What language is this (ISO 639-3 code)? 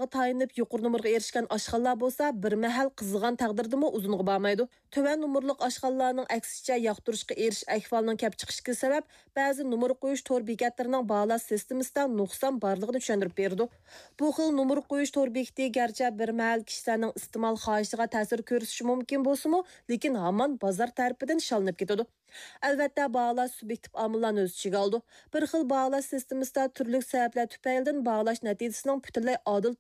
uig